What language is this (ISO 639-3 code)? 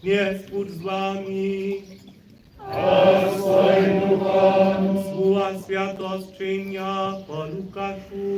hsb